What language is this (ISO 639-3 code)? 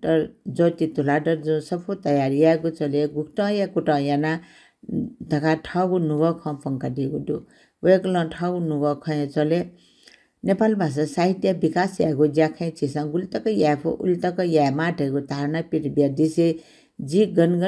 new